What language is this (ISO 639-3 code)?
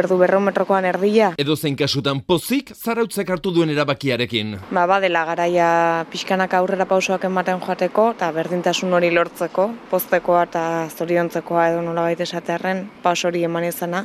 eus